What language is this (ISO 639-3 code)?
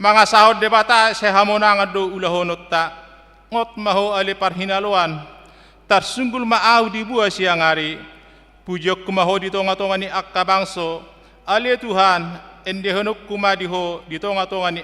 bbc